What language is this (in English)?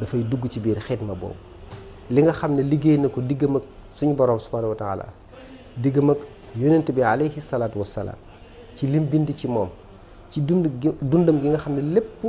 Wolof